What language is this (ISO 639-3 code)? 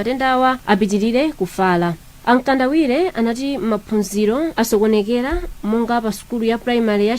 nya